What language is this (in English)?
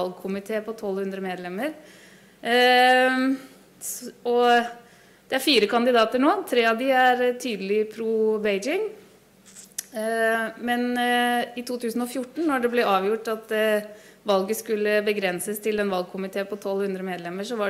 Norwegian